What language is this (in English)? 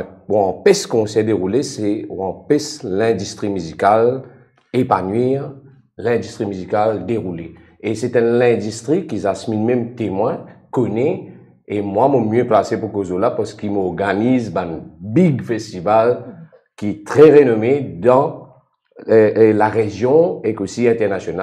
Morisyen